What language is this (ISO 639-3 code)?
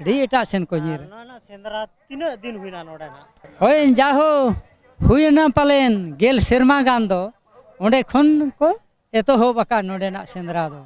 sat